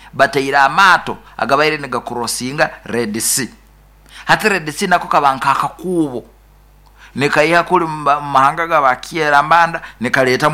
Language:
Nyoro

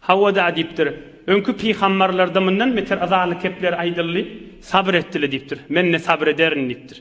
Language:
Turkmen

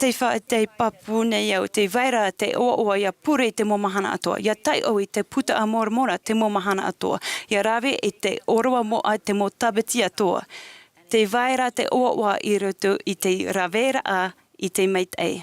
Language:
Tahitian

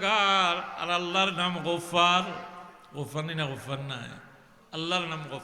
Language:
Sylheti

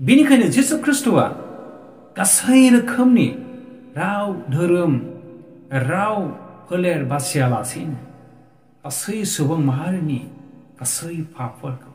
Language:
Bodo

